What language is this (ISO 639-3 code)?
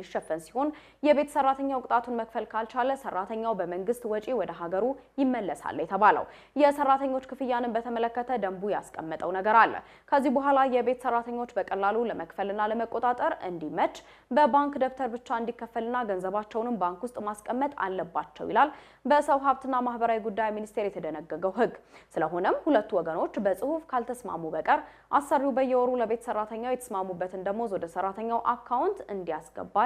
amh